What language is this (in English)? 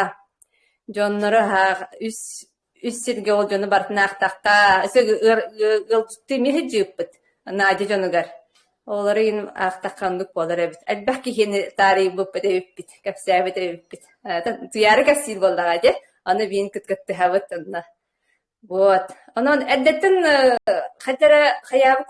Yakut